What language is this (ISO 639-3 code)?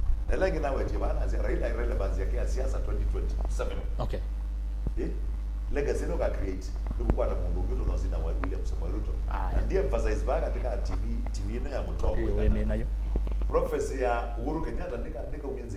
kam